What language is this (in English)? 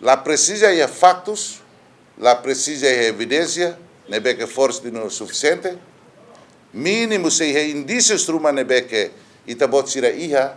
Tetum